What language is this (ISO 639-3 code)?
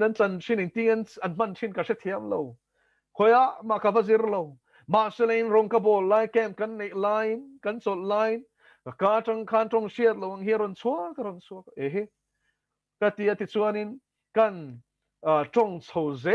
lus